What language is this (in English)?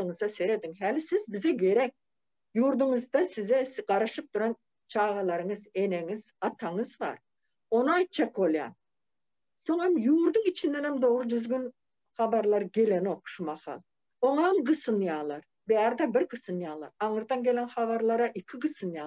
Turkmen